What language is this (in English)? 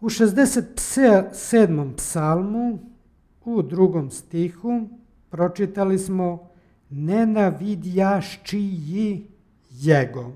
Serbian